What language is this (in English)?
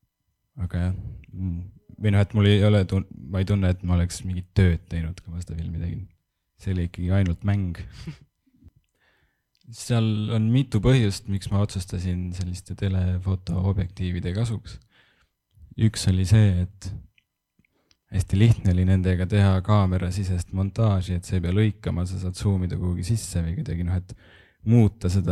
Estonian